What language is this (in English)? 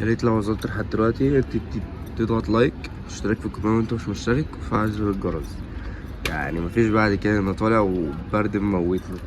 Egyptian Arabic